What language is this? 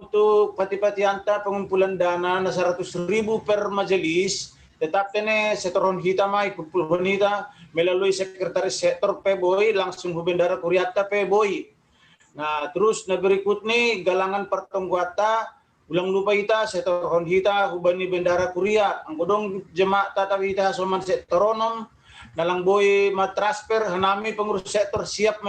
Batak Simalungun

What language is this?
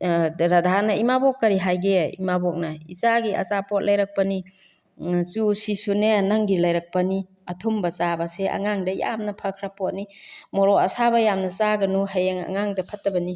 Manipuri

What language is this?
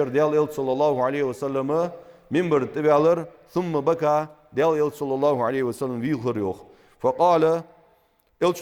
Ingush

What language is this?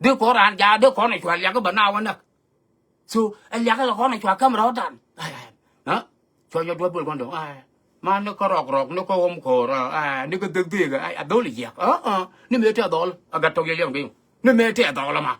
Nuer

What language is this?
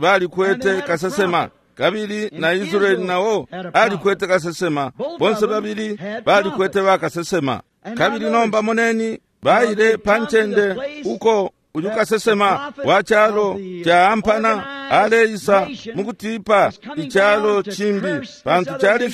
Bemba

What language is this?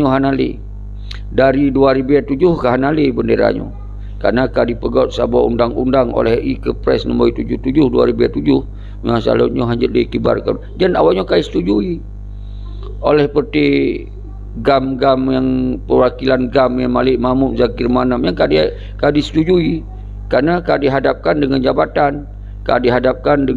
Achinese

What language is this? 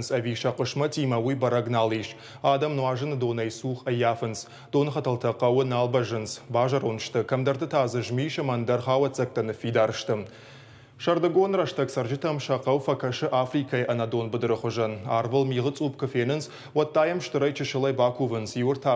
Ossetic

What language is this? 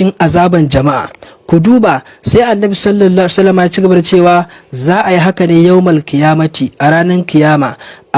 Hausa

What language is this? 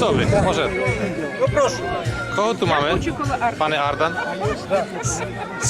Rusyn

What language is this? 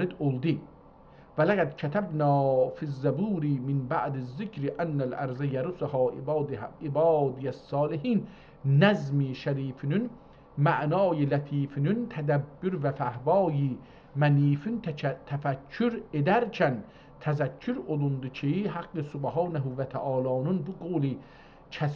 South Azerbaijani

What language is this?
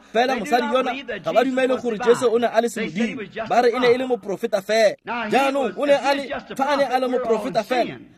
Tswana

